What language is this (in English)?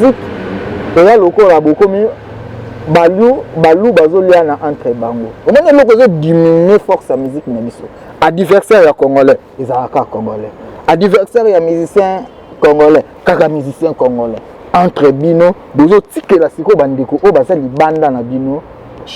Lingala